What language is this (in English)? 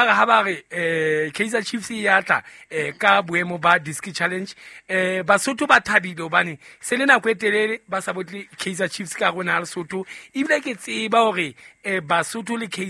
Southern Sotho